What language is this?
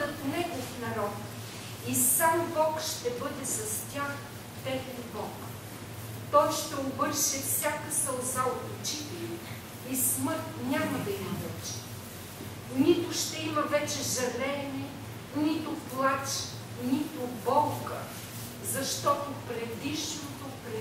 Bulgarian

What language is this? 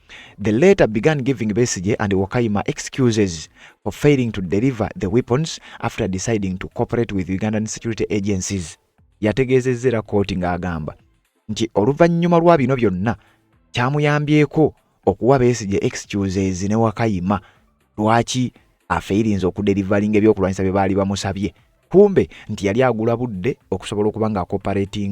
Ganda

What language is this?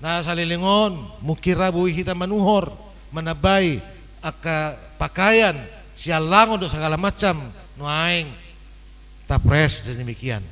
Batak Toba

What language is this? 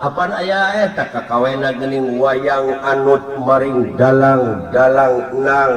Sundanese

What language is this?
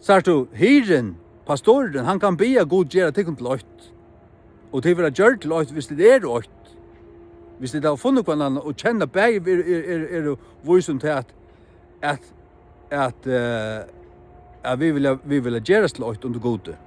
Faroese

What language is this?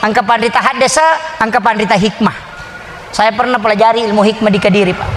Buginese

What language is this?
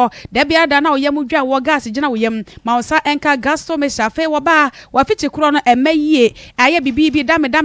Akan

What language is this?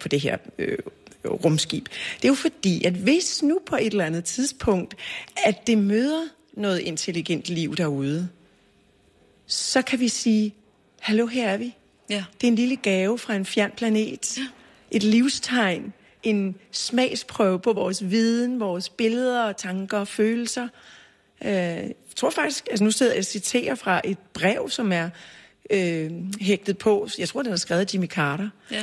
Danish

